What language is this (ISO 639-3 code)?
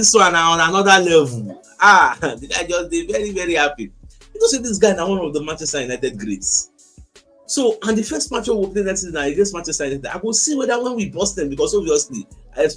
pcm